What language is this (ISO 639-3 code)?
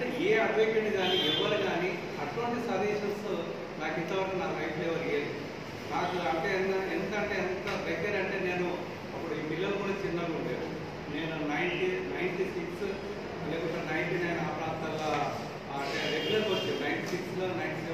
tel